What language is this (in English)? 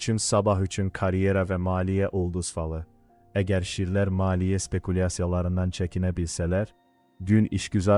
Azerbaijani